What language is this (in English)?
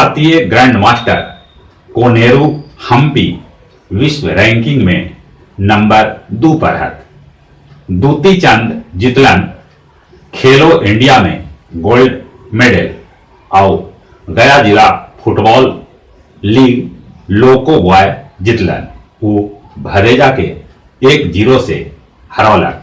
Magahi